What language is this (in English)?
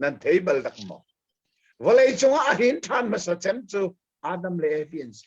Hakha Chin